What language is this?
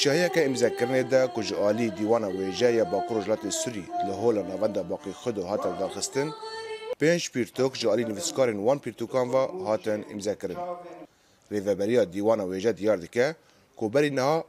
Kurdish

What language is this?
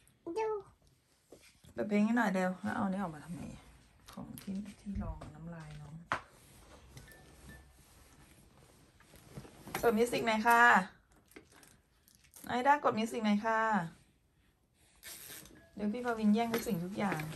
Thai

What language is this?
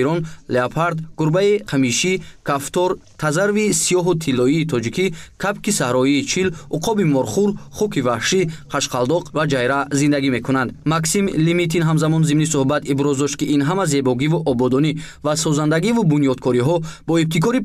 Tajik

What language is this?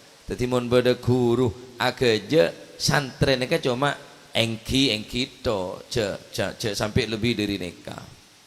Madurese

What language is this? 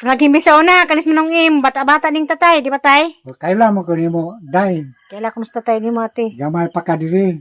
Cebuano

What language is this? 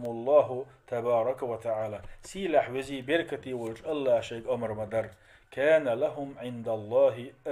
Chechen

